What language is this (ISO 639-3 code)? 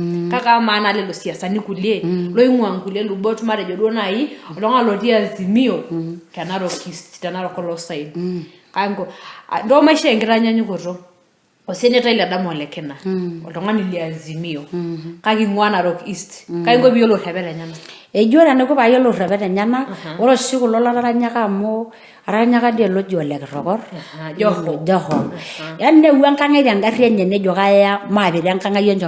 mas